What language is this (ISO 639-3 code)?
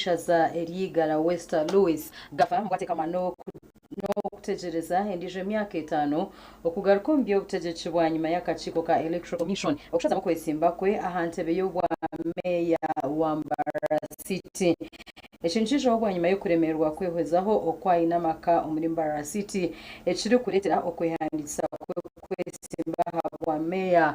nyn